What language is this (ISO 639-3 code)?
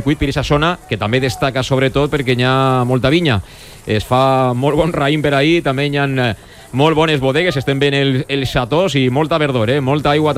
cat